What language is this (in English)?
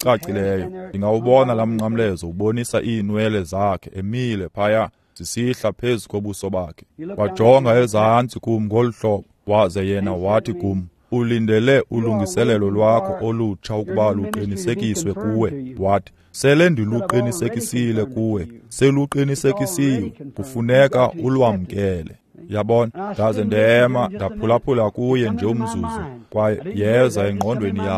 Xhosa